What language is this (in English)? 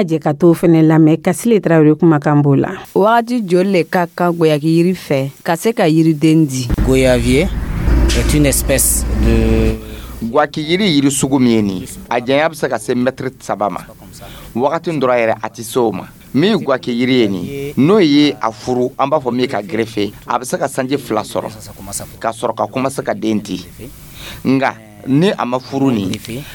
Dyula